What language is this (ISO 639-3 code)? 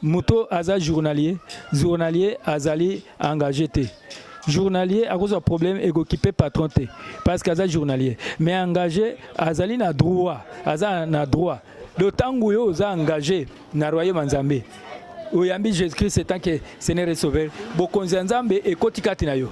lin